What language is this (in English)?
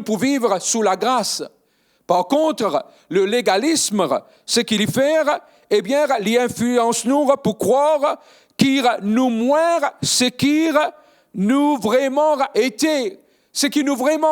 Morisyen